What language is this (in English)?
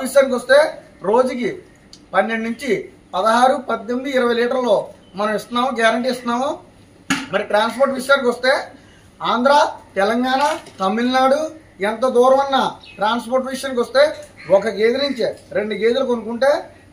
Telugu